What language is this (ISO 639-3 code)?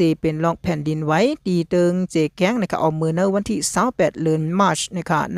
shn